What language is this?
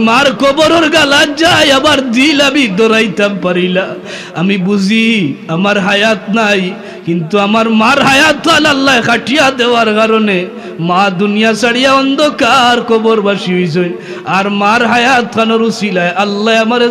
Sylheti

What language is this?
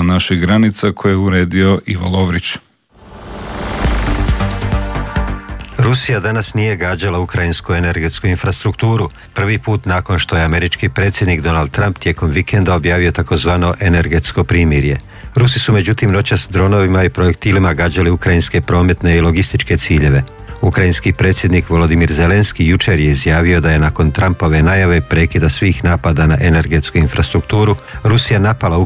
Croatian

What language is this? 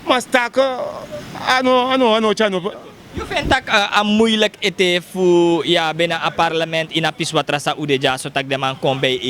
Sranan Tongo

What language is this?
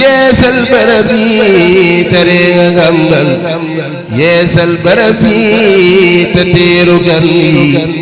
Wolof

